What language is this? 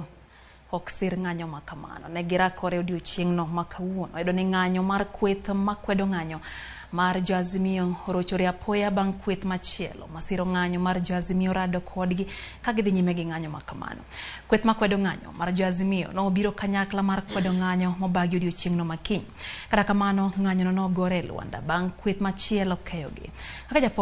Luo (Kenya and Tanzania)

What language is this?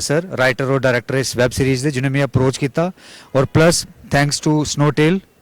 Dogri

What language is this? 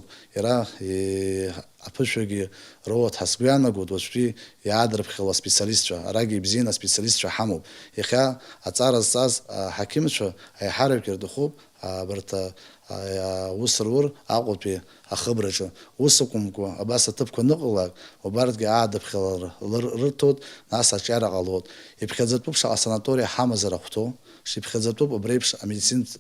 Abkhazian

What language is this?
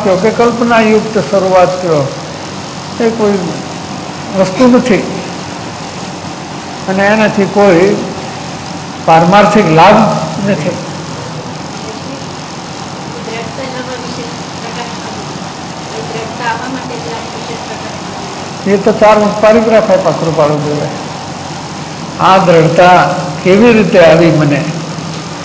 Gujarati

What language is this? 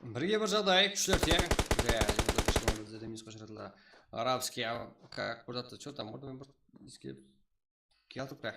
Kara-Kalpak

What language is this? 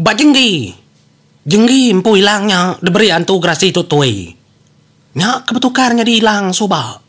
Iban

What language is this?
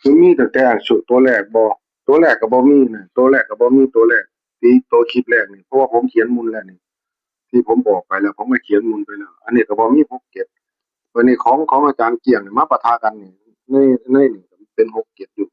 Northeastern Thai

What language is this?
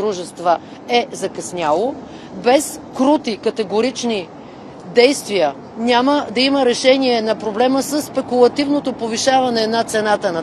Bulgarian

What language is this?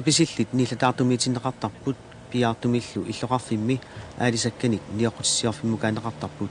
Kalaallisut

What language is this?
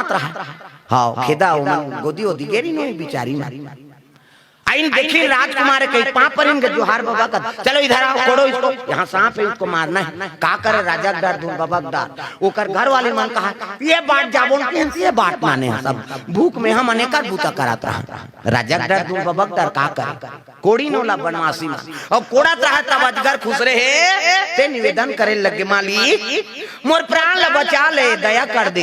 Chhattisgarhi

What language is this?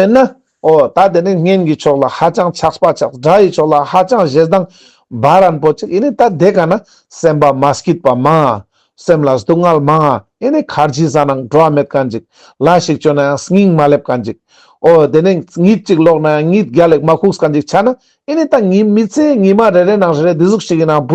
Ladakhi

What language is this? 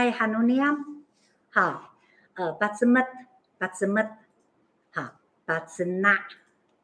Amis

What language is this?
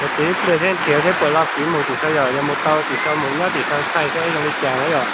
Hmong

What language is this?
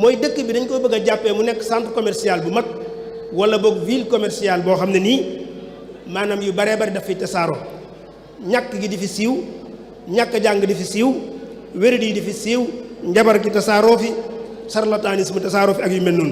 Wolof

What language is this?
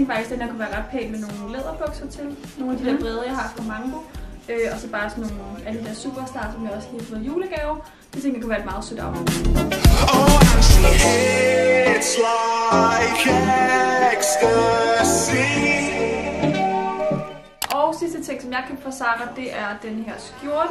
Danish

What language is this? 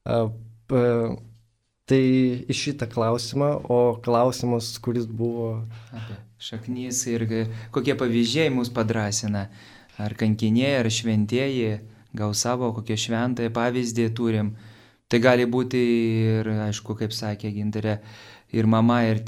Lithuanian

